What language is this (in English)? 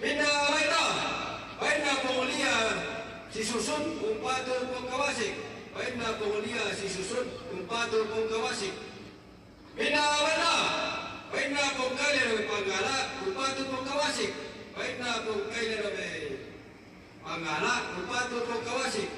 Toraja-Sa'dan